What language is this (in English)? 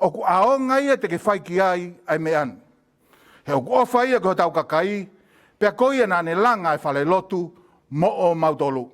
Tongan